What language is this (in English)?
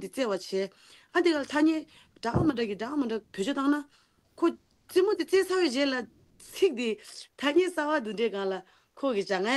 Tibetan